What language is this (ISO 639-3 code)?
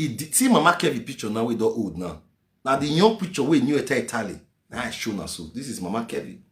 pcm